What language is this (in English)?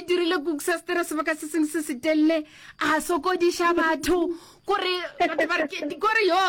Northern Sotho